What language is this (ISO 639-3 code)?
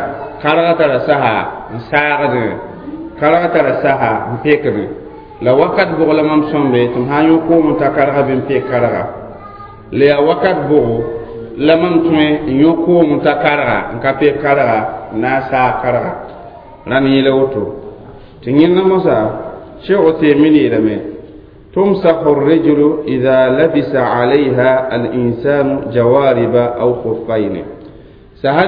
mos